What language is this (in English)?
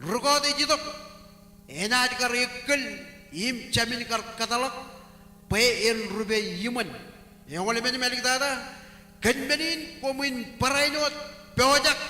Marshallese